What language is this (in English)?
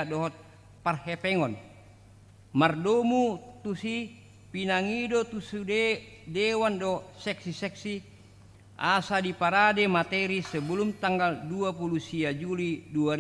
Batak Toba